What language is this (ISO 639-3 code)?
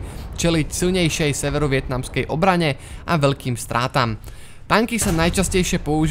slk